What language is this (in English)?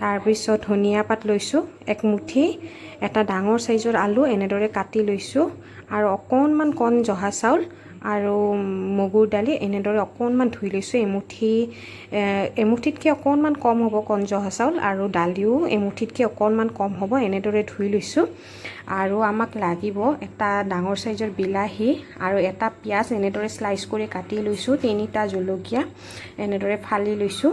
Assamese